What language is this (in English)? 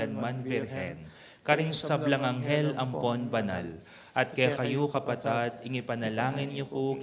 Pampanga